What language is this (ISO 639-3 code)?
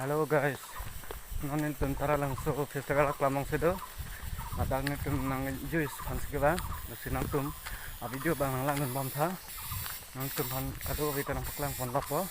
mjw